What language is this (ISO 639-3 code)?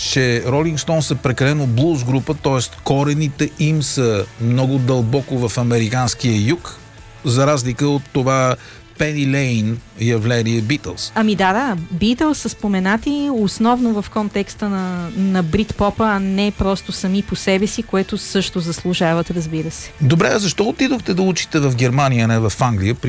bul